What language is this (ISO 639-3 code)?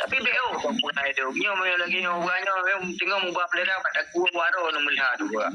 ace